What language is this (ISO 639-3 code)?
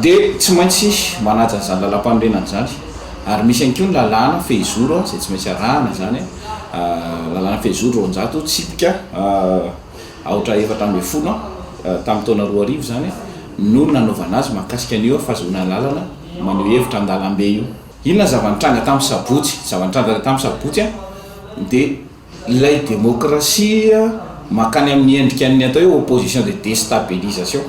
mlg